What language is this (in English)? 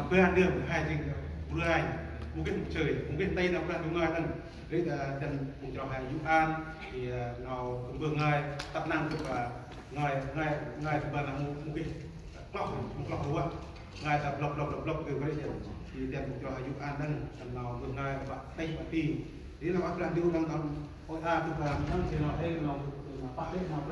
Central Mnong